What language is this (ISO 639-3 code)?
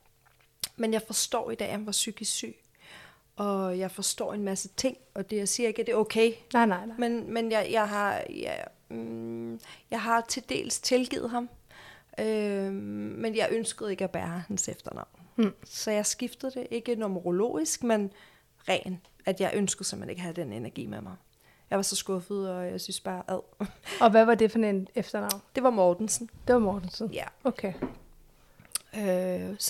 dan